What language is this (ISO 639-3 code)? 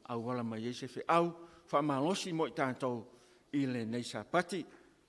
smo